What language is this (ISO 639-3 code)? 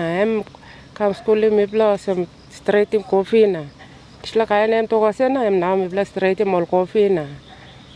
tpi